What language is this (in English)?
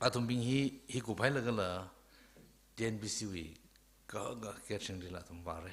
Tangkhul Naga (India)